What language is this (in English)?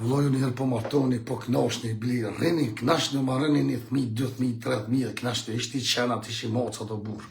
Albanian